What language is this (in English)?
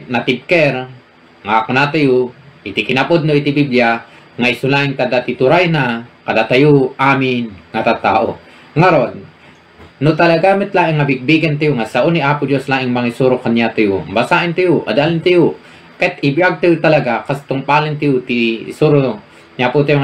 Iloko